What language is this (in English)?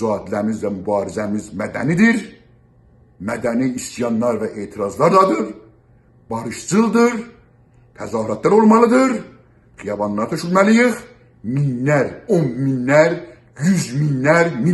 South Azerbaijani